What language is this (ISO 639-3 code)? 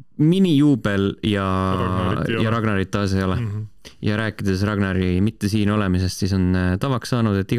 est